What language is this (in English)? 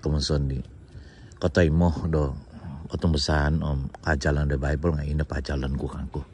Central Dusun